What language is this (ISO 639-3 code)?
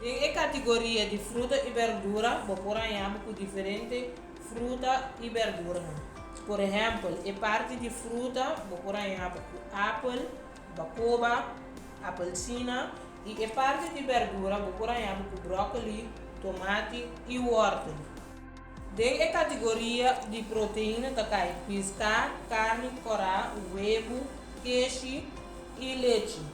pap